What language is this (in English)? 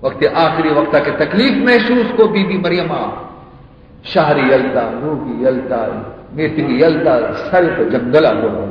Baluchi